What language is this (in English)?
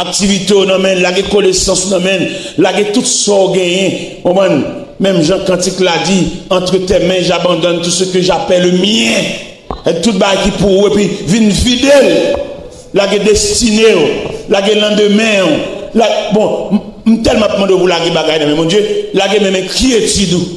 Haitian Creole